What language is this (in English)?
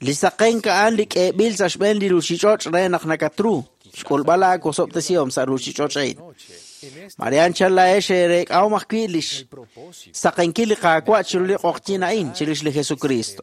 Kekchí